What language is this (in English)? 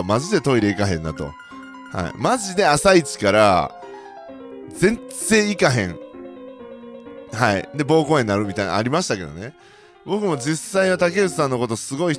Japanese